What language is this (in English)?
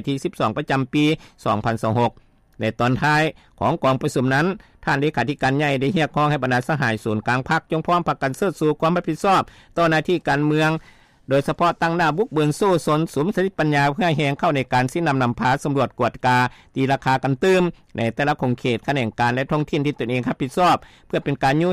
Lao